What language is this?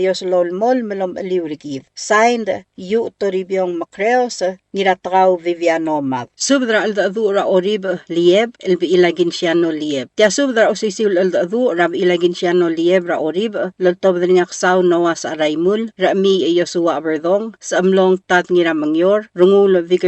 Palauan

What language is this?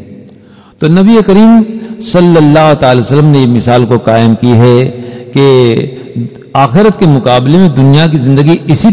Urdu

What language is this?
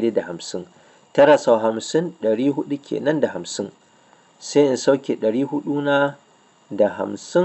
Hausa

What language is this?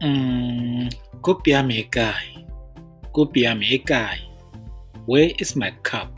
Tswana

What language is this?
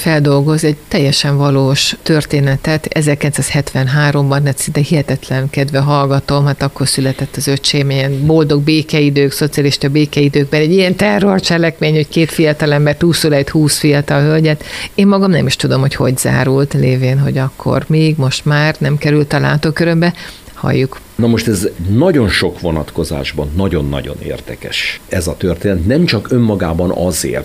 Hungarian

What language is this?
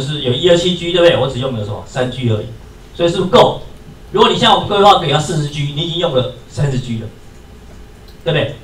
Chinese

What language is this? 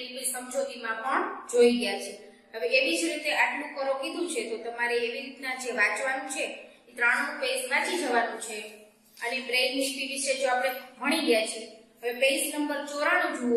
Gujarati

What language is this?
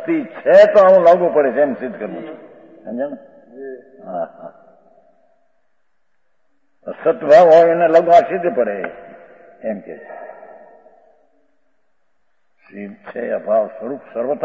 Gujarati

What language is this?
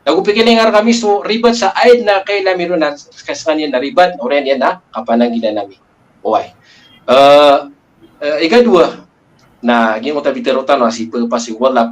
Maranao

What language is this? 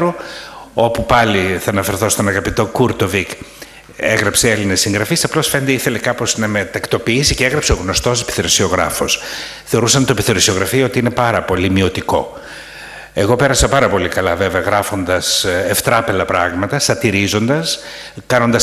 Greek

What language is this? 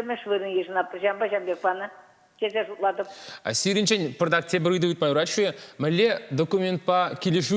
Chuvash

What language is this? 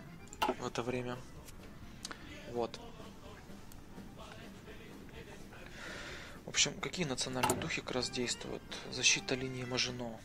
Russian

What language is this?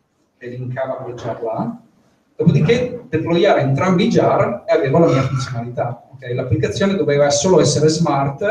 Italian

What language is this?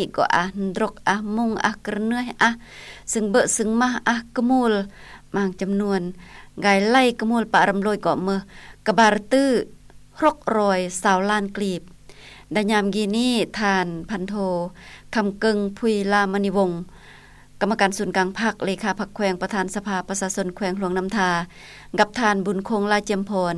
Lao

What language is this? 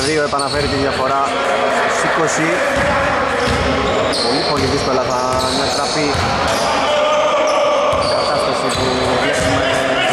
Greek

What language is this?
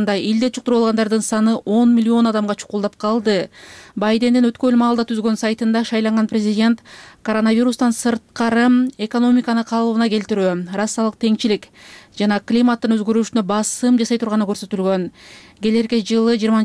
Kyrgyz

